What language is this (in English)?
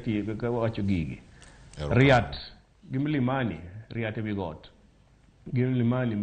Luo (Kenya and Tanzania)